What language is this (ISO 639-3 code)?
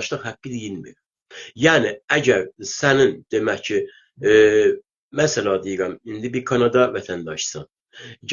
azb